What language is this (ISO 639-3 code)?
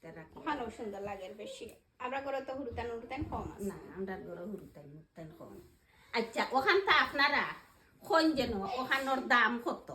syl